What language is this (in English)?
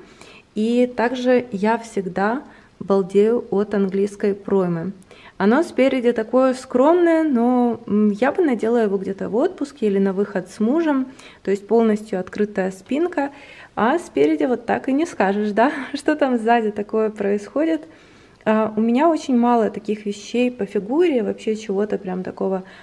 Russian